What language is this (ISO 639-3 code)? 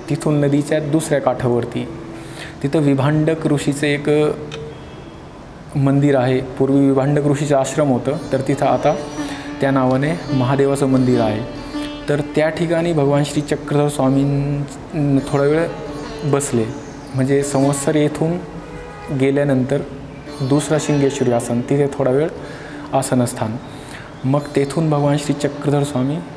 mar